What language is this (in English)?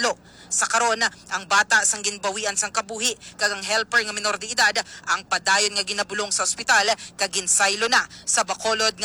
Hiligaynon